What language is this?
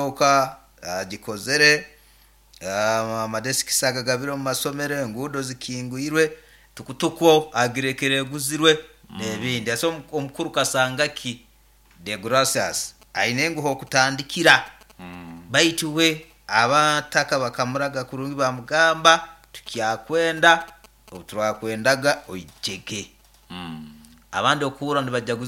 Nyoro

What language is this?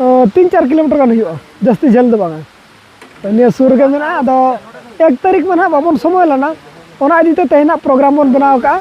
Santali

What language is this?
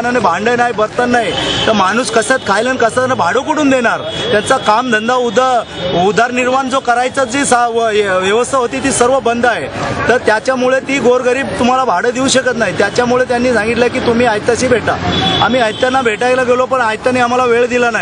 Marathi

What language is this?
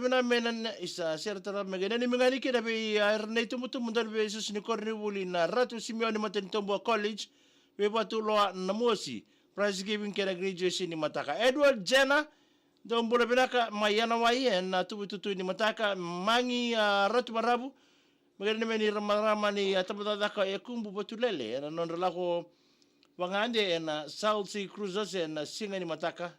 Fijian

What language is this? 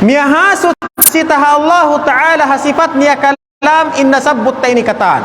Tausug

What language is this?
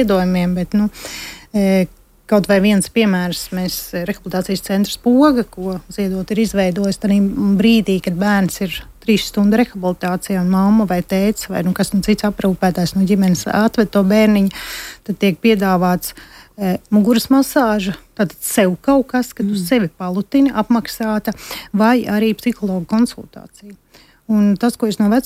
Latvian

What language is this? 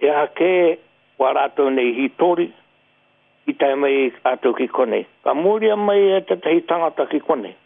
Māori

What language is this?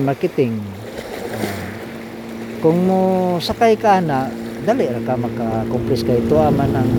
Cebuano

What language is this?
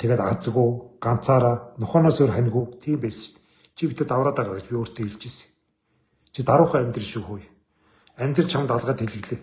Mongolian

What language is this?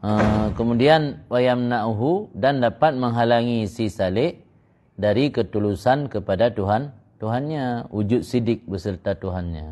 Achinese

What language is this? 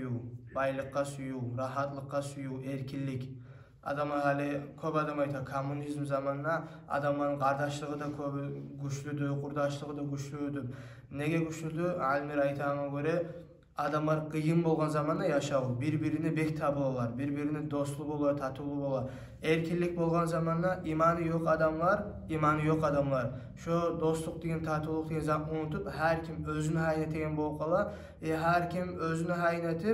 Kumyk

